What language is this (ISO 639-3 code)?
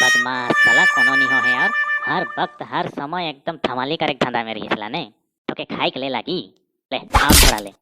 sck